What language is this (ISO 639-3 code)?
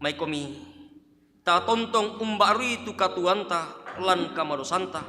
sda